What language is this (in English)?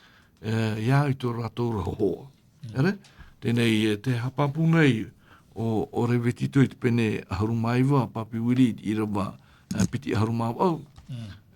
Tahitian